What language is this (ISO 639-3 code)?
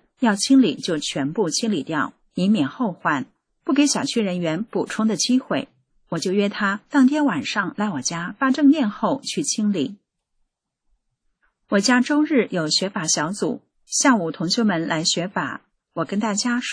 zho